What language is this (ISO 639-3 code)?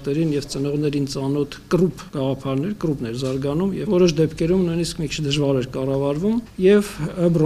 hye